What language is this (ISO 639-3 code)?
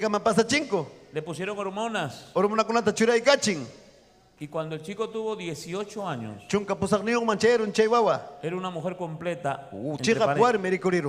quy